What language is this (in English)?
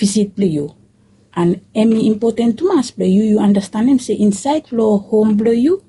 Bislama